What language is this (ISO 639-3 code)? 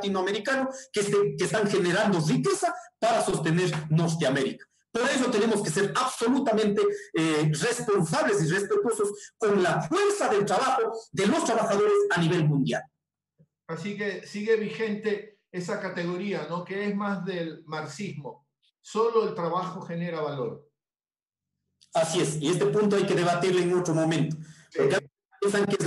spa